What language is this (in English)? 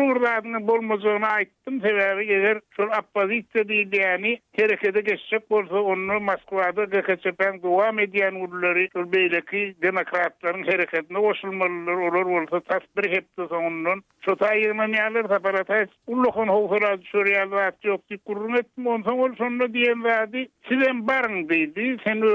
Turkmen